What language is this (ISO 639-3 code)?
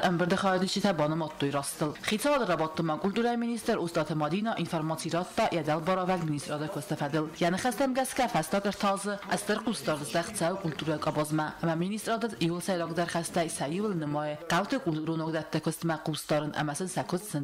oss